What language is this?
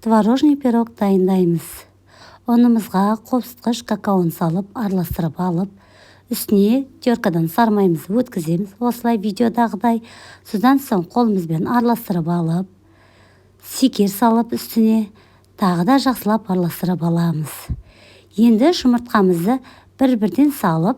Kazakh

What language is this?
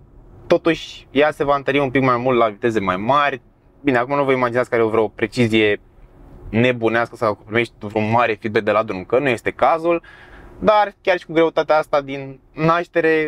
Romanian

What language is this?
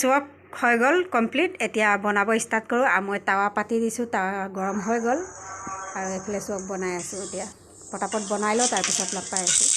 Assamese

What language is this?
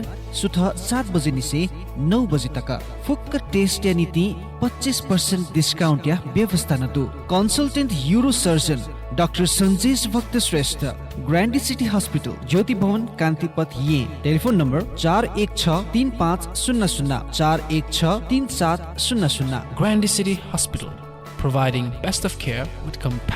Newari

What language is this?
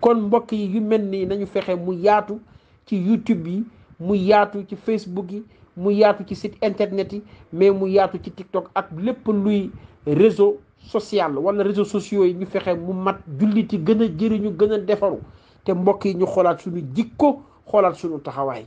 Wolof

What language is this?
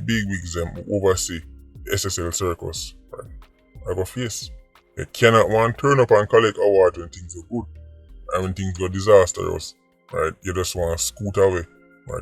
Jamaican Creole English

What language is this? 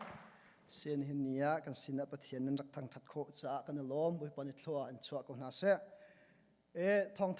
Hakha Chin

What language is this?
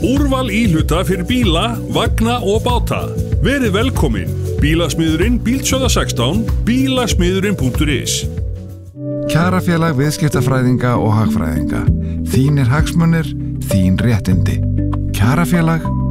Icelandic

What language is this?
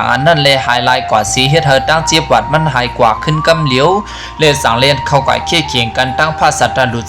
Shan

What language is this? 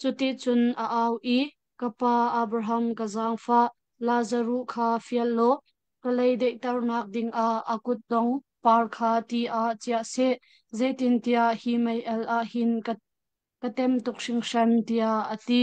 Hakha Chin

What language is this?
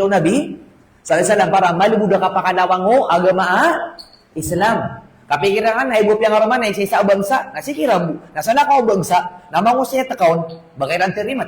Maranao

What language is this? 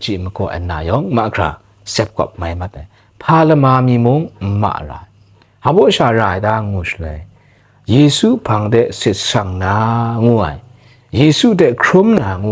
Kachin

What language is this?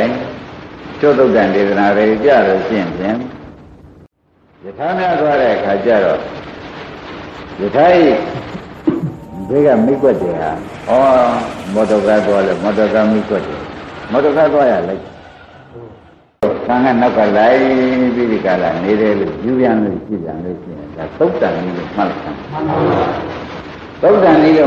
Burmese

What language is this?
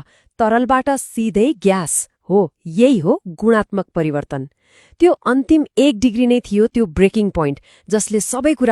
Nepali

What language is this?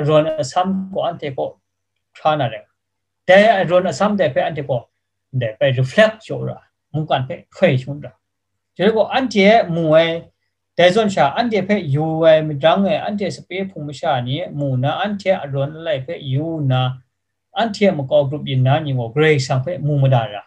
Kachin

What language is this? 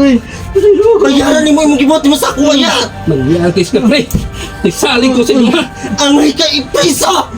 Cebuano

